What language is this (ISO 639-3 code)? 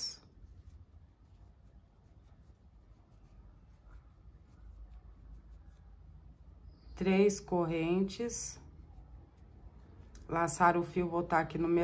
por